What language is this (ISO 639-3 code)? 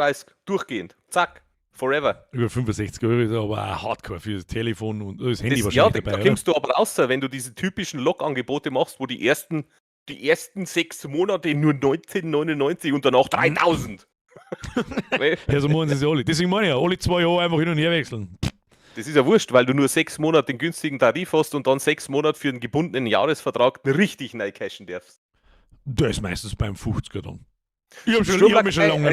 bar